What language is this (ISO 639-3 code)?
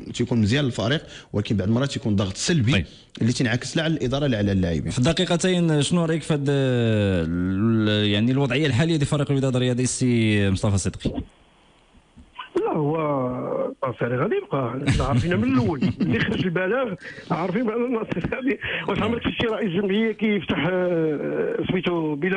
ary